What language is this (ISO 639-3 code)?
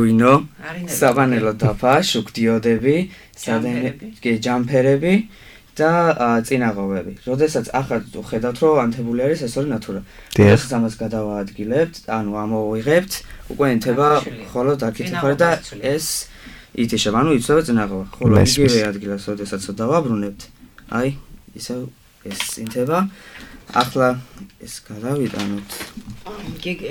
kat